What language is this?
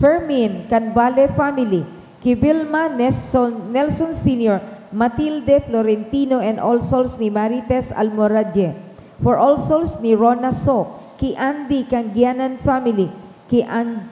Bikol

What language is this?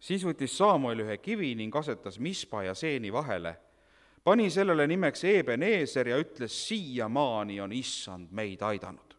Estonian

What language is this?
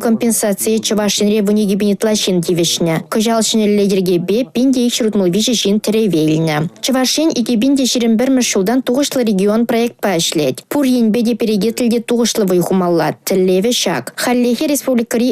Chuvash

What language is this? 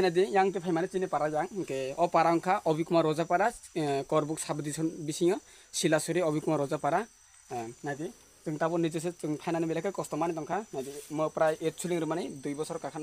Riang (India)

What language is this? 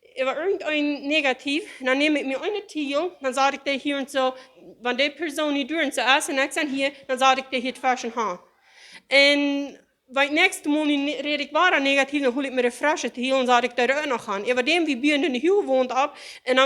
Plautdietsch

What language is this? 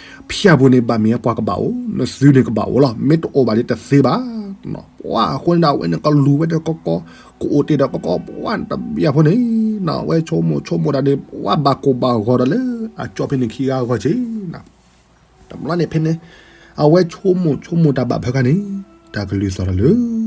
S'gaw Karen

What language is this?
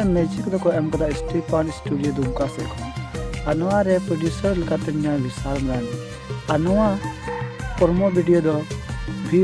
Santali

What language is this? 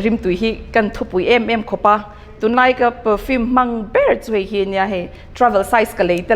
Mizo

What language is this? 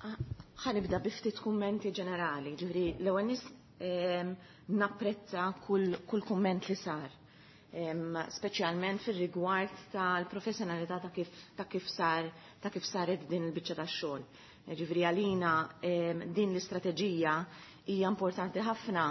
Maltese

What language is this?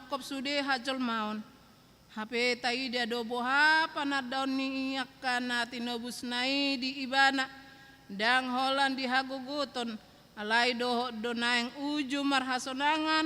Batak Toba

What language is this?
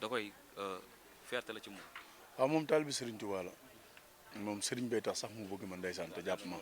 Wolof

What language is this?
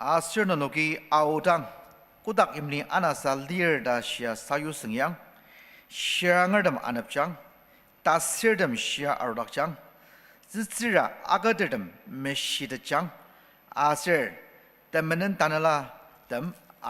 Ao Naga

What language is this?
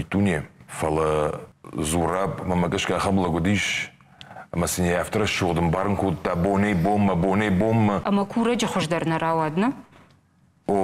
Ossetic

